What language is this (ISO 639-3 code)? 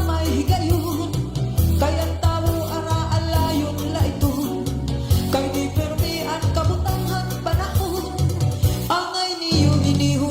war